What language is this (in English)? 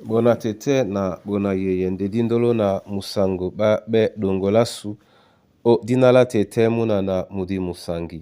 Duala